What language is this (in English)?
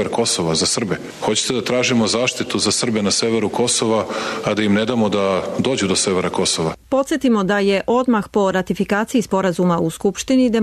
Serbian